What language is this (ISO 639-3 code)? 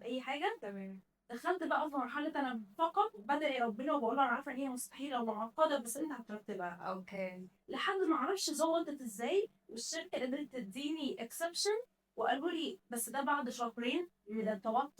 arz